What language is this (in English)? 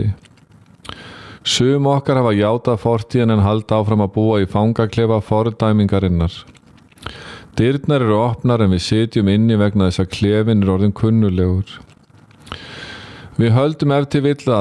Icelandic